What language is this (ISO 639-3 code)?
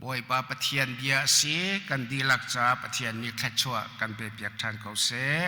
cnh